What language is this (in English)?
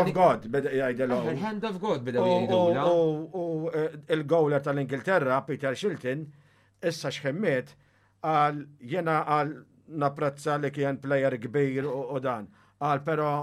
Maltese